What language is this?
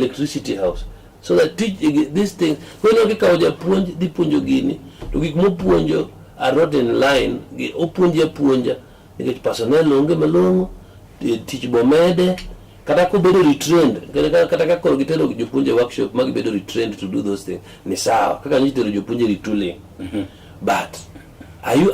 Luo (Kenya and Tanzania)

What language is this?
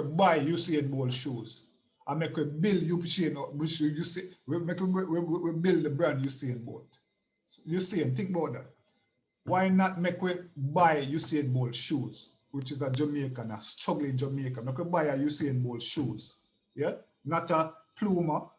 Jamaican Creole English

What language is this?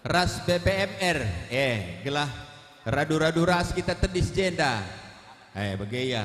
Batak Karo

